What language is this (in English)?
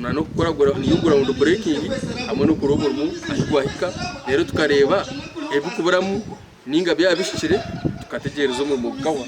Nyankole